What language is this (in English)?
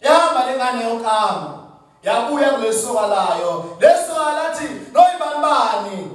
Zulu